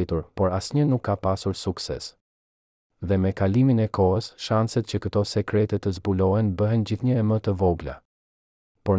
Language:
Albanian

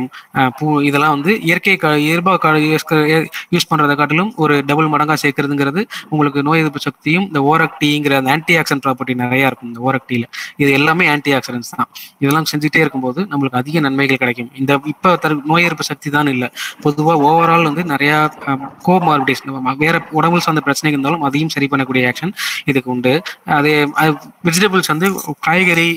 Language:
Tamil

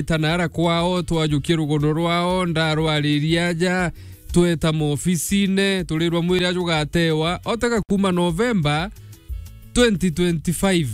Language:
Meru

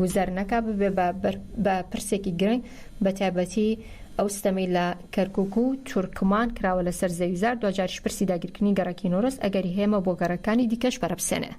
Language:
Central Kurdish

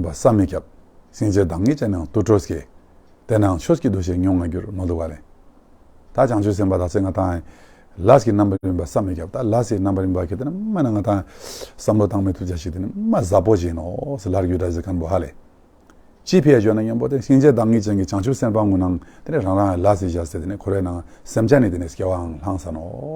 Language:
Tibetan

